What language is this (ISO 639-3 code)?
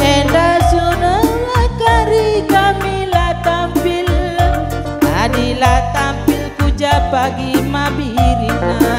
btx